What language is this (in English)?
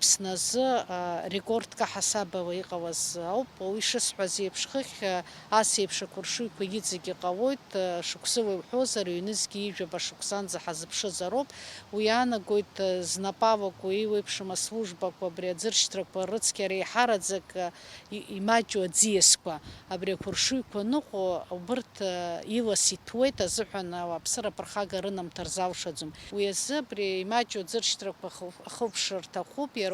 Abkhazian